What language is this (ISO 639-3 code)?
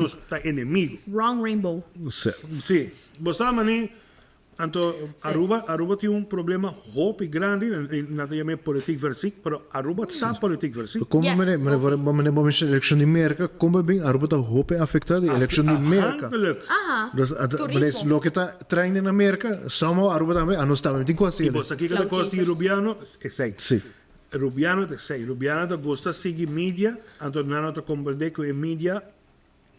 pap